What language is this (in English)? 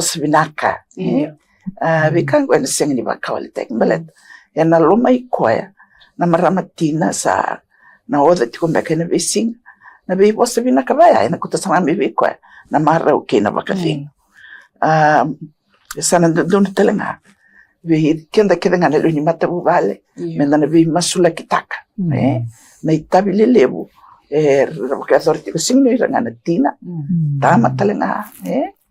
Fijian